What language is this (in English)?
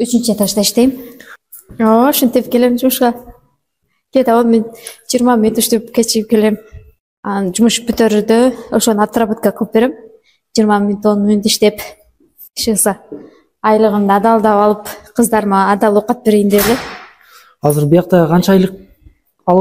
Kyrgyz